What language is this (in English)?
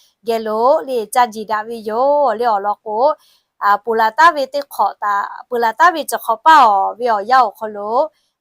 Lahu